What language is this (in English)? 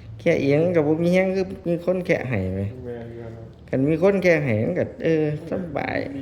Northeastern Thai